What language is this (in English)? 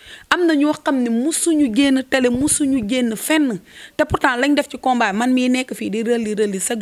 Wolof